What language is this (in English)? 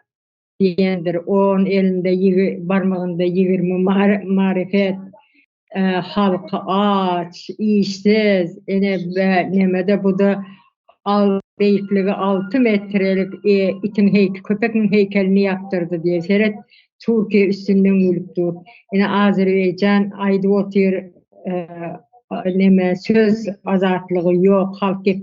Turkmen